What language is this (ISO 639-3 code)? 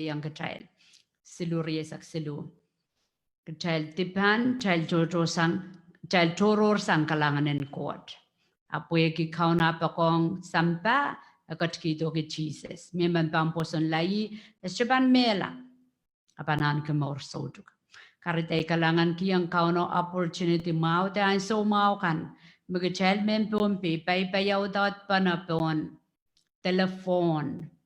pon